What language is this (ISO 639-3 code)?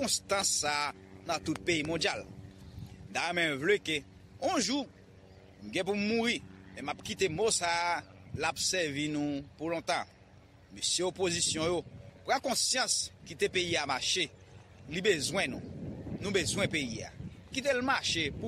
hat